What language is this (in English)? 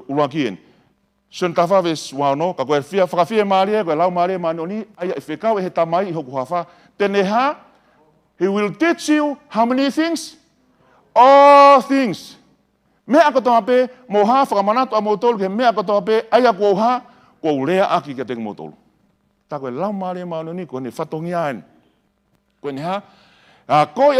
Tongan